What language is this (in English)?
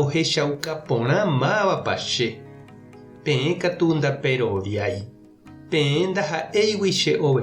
Guarani